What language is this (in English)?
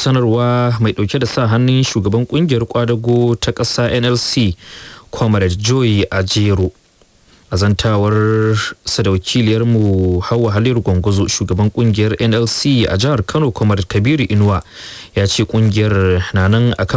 Hausa